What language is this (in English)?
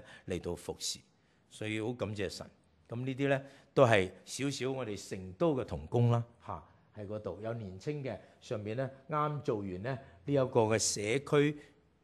Cantonese